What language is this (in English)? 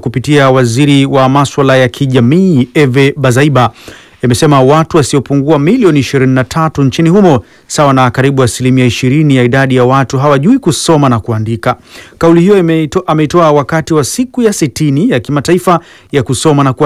Swahili